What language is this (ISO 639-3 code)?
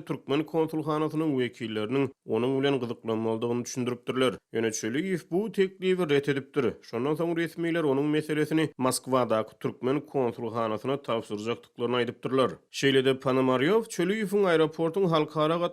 tuk